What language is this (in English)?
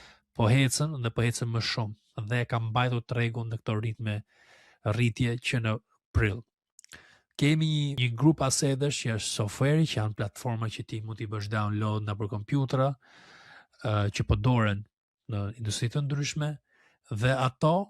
Albanian